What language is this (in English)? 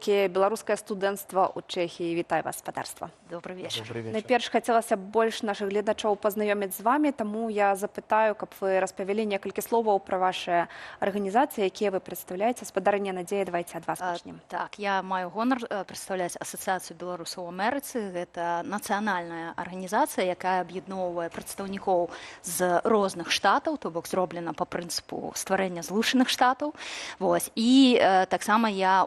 Belarusian